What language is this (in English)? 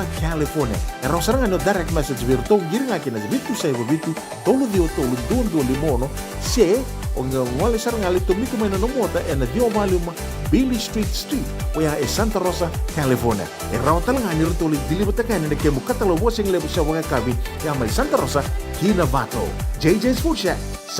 Fijian